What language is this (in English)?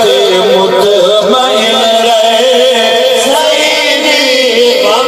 Saraiki